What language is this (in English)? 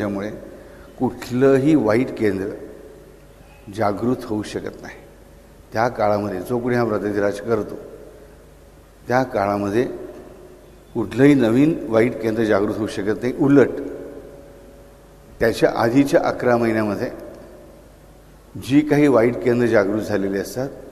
Marathi